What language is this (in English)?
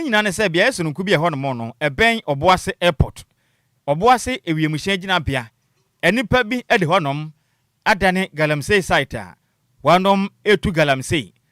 Akan